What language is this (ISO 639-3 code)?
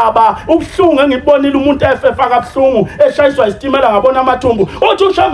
zul